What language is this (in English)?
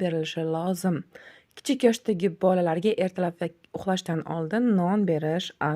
Uzbek